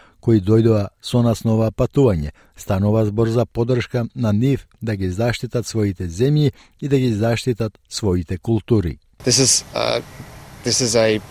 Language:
Macedonian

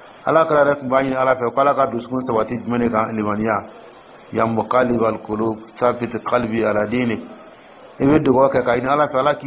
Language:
Dyula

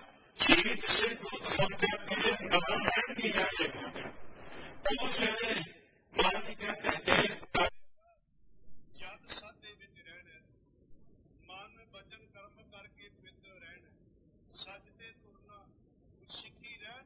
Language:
Punjabi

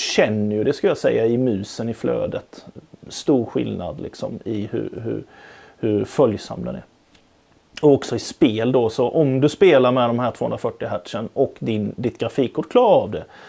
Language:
Swedish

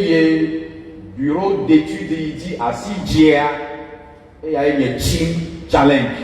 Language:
Ewe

